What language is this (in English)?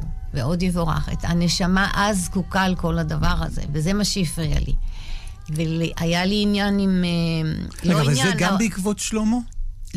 Hebrew